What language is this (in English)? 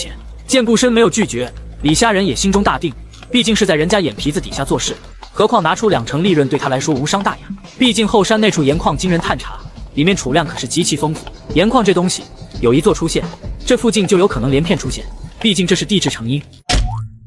Chinese